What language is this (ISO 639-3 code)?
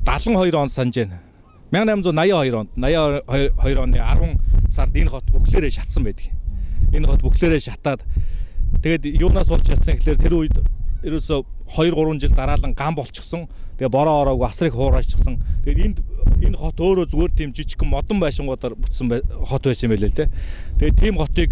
mon